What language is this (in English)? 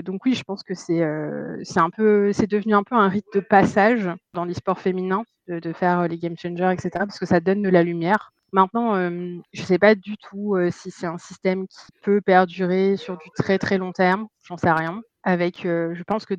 French